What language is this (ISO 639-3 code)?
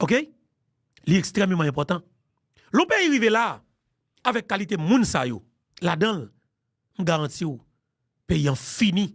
hat